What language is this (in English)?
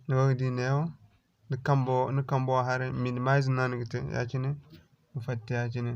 Zarma